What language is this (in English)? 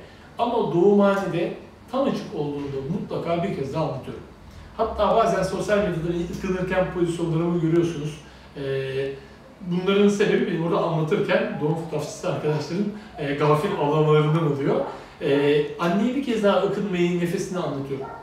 Turkish